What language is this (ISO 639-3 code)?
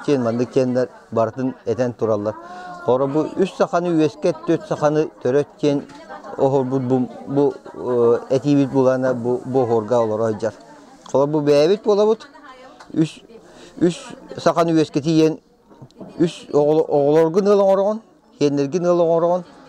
sah